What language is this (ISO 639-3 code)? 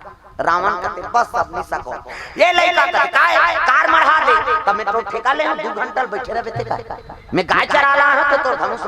hne